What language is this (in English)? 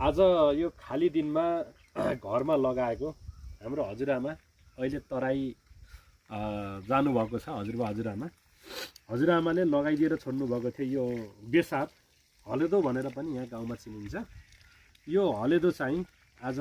Nepali